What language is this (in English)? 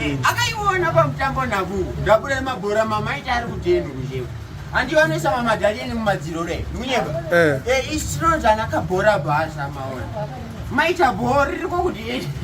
Shona